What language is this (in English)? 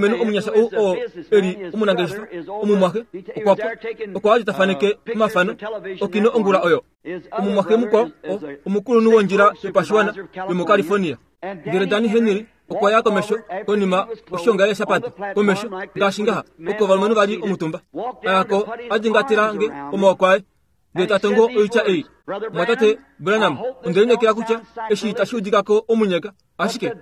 Kuanyama